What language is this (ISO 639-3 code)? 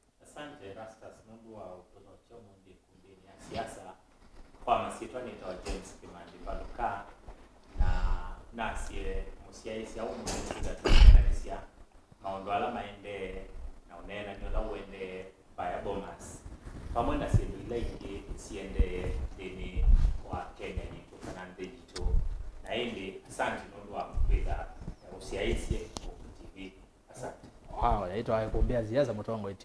kam